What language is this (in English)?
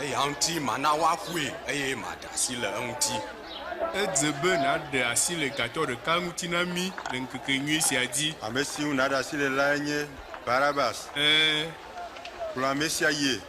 Ewe